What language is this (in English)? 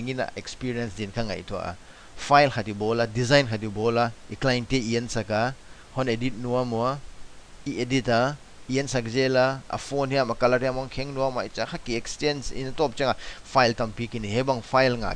Paite Chin